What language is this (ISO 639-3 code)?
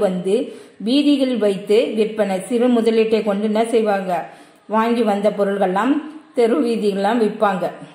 tam